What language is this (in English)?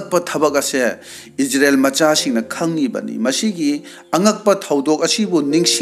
Manipuri